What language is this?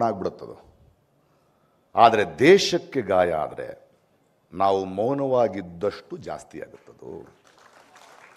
Kannada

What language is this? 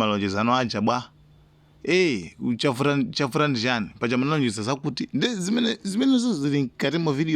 Nyanja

